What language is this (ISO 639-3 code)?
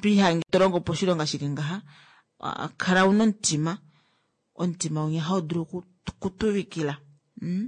kua